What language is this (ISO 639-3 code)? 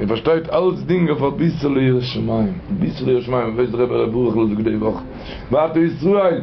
yid